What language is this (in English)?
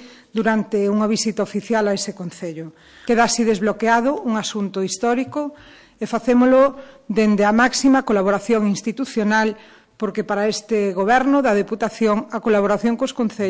Galician